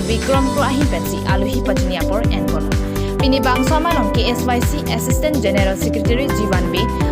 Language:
Karbi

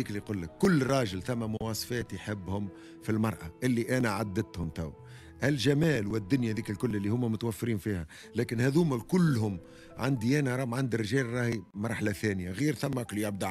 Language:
Tunisian Arabic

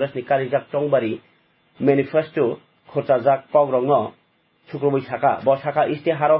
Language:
Kok Borok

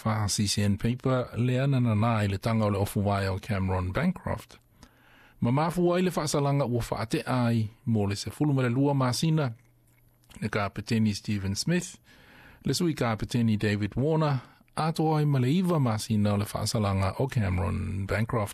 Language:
Samoan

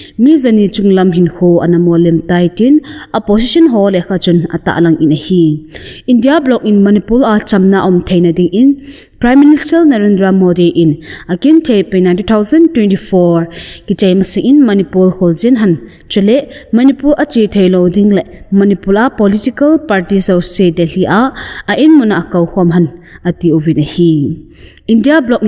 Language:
Thado Chin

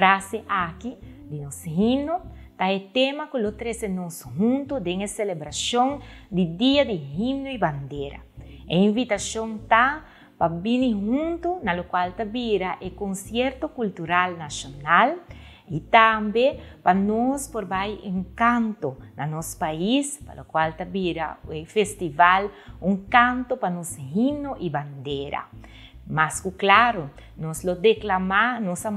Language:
Papiamento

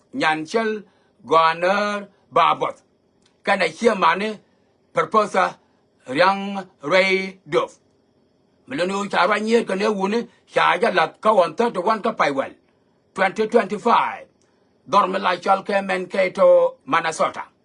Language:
Nuer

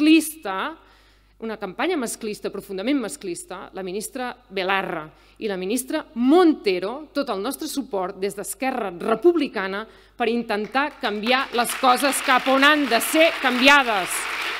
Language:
Catalan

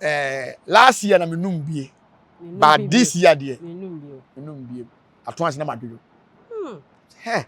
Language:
Akan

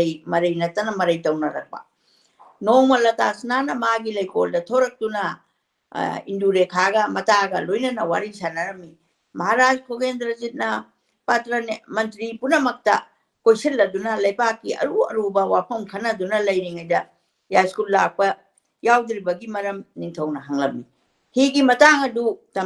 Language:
Manipuri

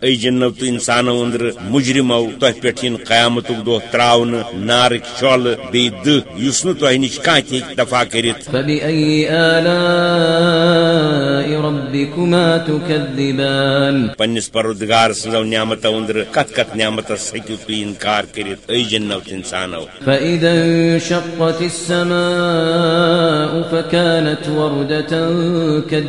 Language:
Kashmiri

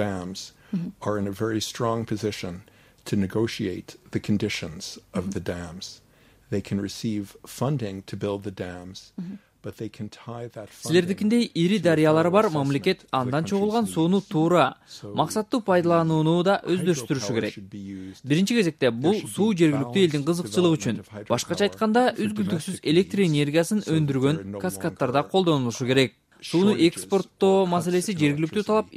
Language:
Kyrgyz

